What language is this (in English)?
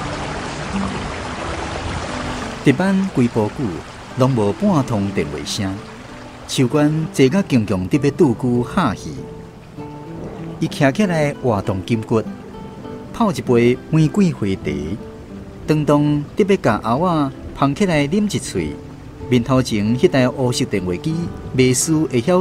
Min Nan Chinese